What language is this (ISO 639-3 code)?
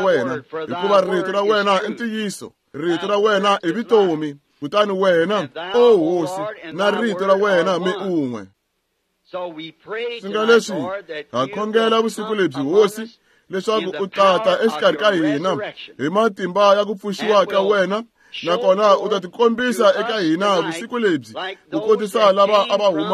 tso